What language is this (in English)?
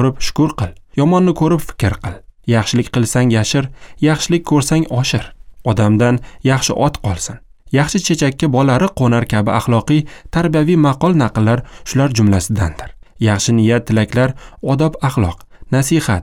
Uzbek